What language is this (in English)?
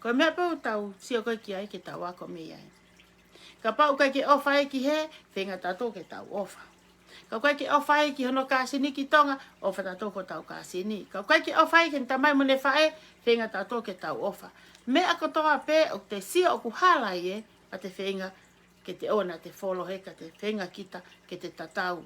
Tongan